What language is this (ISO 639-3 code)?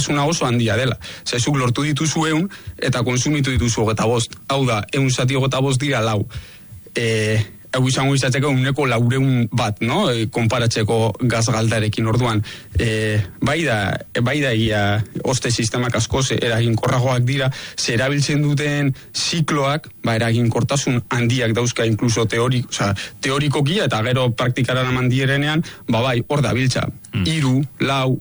eus